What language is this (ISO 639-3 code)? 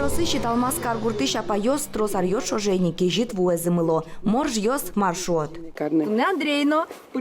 udm